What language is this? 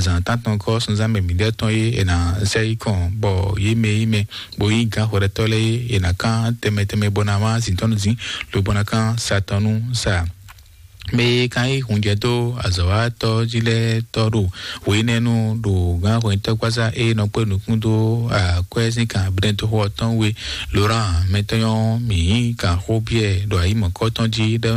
Fon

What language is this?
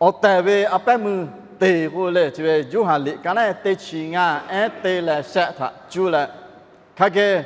Lahu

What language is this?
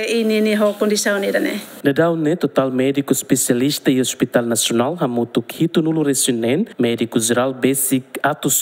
Tetum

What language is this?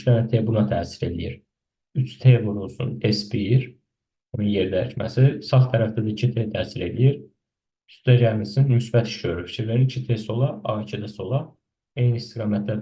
Azerbaijani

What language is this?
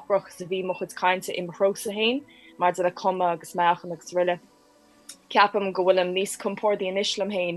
Irish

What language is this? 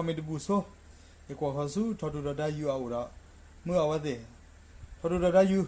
S'gaw Karen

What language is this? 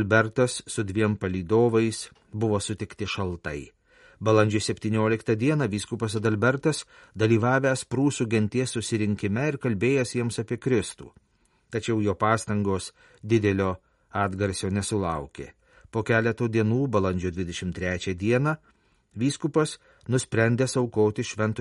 Lithuanian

